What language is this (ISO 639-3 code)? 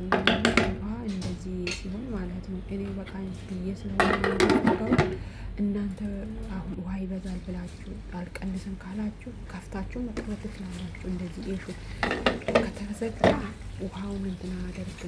amh